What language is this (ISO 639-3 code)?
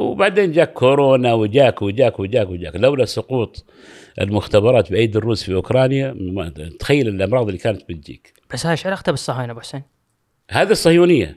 afb